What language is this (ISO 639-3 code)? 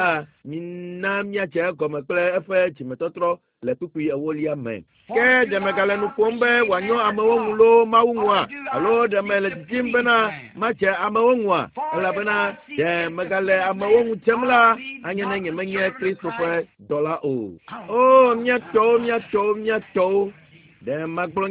ewe